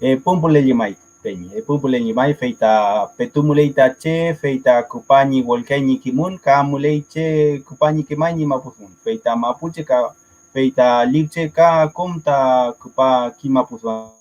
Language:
Mapuche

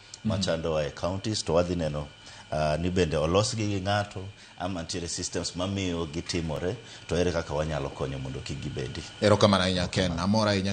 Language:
Luo (Kenya and Tanzania)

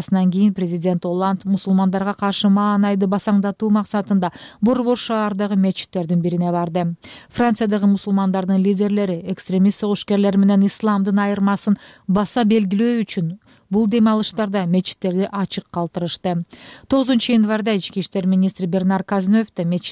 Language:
Kyrgyz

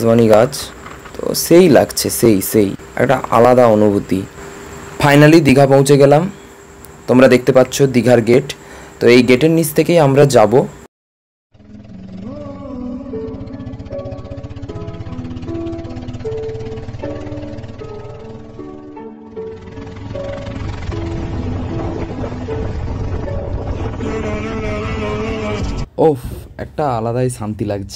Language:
Bangla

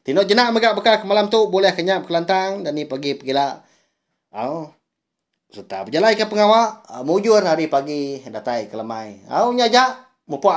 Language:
Iban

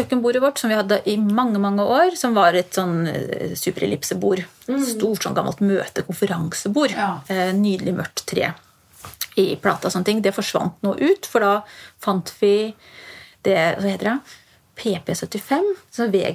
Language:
Norwegian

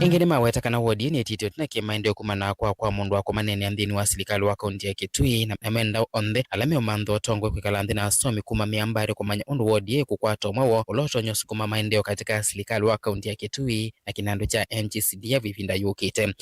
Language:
Kamba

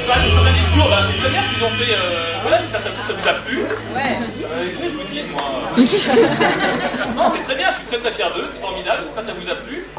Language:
French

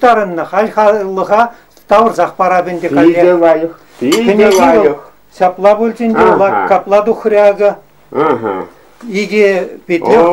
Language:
Chuvash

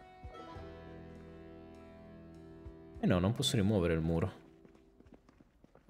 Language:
Italian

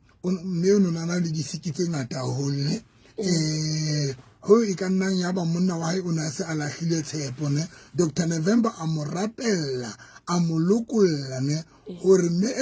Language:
Southern Sotho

